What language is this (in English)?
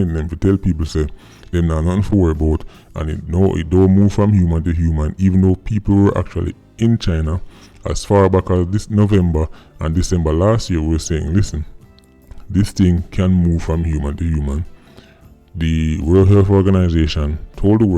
Jamaican Creole English